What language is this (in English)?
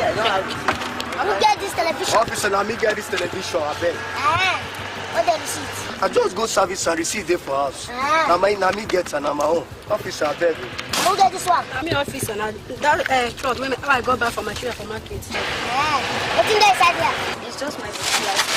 Nigerian Pidgin